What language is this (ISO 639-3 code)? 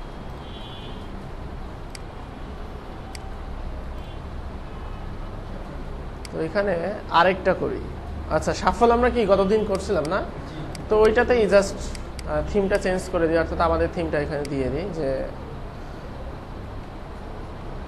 ben